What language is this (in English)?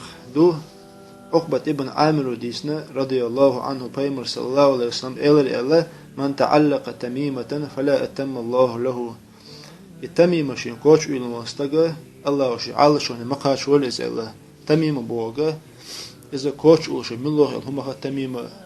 Chechen